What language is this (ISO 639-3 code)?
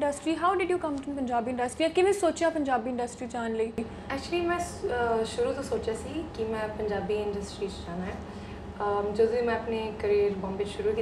pan